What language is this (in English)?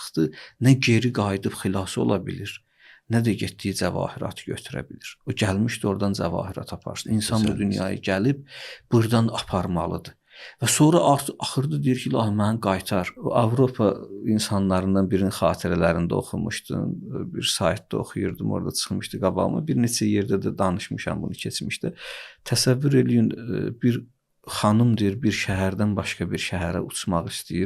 Azerbaijani